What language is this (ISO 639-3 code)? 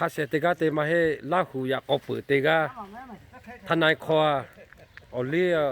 lhu